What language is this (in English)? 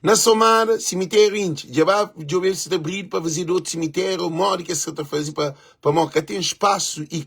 Kabuverdianu